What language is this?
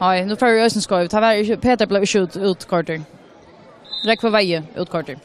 Faroese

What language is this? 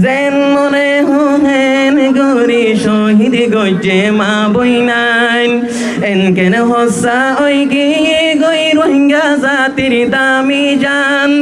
Rohingya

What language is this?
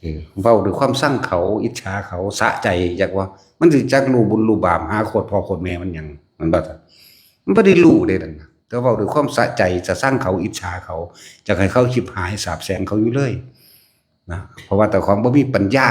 Northeastern Thai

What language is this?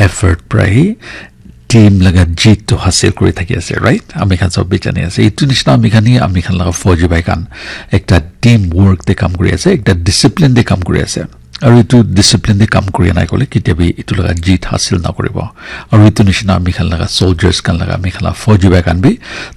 Naga Pidgin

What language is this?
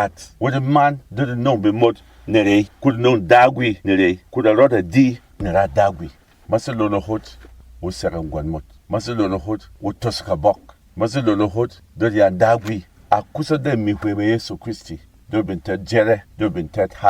Berom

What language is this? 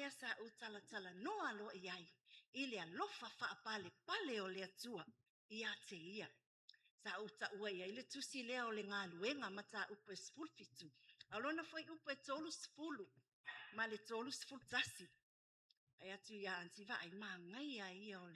Samoan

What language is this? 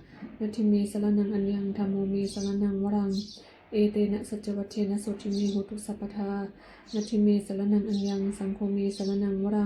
Pali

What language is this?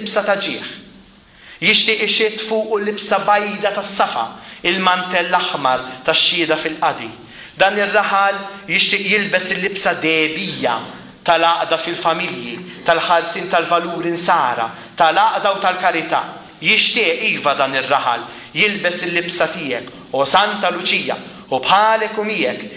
Maltese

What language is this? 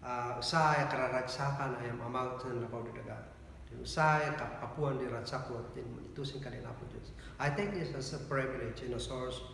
Kankanaey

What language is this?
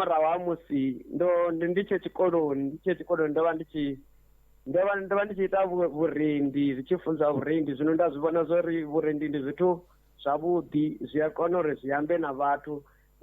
Venda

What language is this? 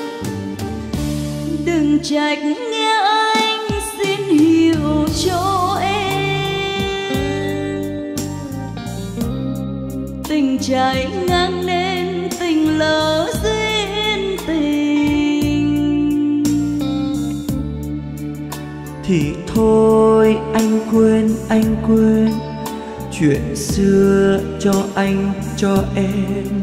Vietnamese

